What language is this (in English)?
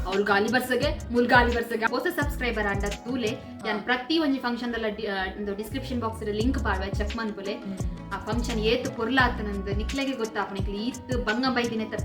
Tulu